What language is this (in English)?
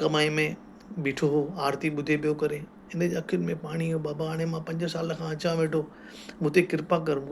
Sindhi